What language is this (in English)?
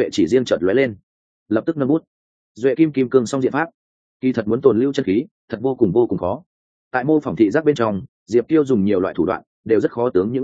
Vietnamese